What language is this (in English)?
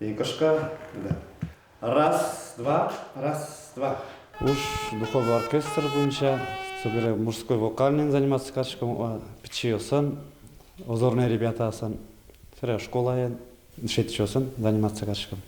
Udmurt